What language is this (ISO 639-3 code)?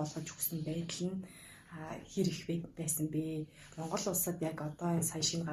mon